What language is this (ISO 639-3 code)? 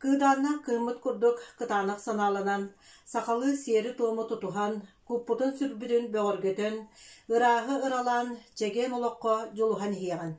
sah